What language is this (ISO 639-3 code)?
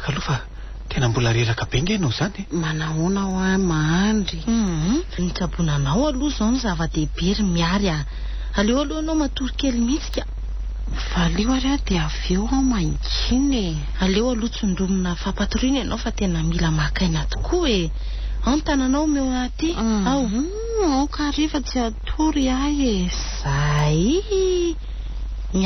mlg